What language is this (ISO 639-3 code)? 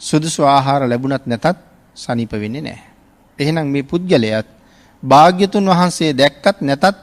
sin